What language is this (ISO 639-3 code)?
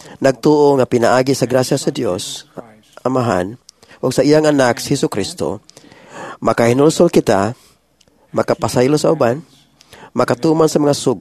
ceb